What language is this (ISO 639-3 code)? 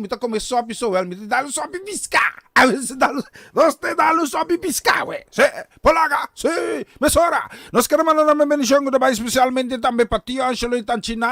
pap